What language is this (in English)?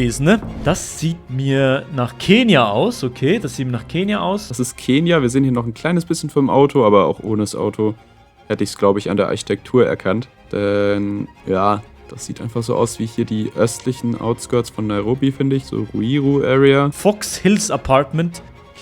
Swiss German